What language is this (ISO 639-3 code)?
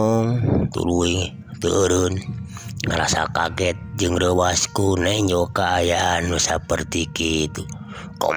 sun